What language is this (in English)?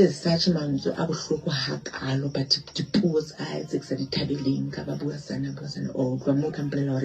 Southern Sotho